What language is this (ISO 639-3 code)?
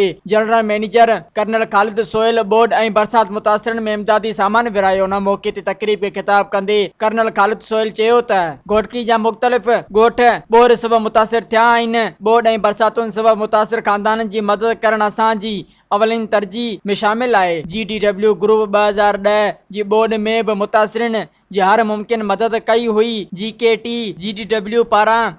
snd